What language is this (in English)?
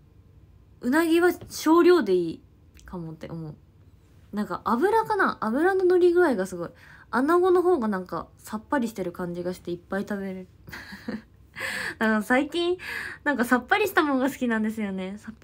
Japanese